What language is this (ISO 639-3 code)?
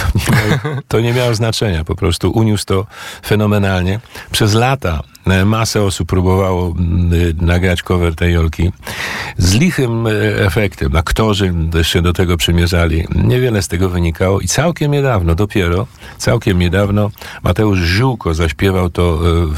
pol